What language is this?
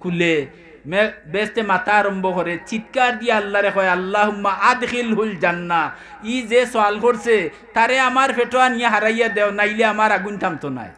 Sylheti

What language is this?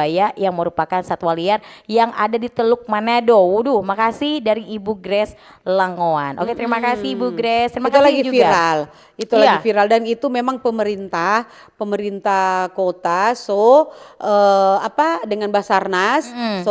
Manado Malay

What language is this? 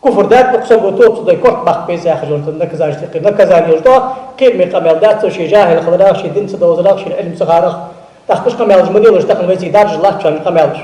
Ingush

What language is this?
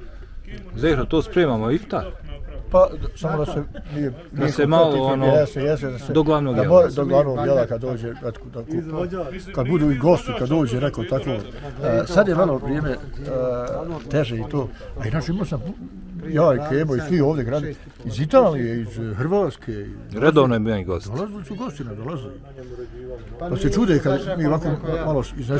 Bosnian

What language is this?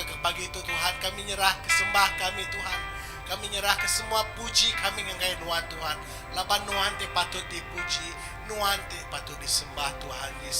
Iban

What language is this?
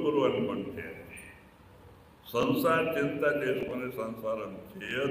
Telugu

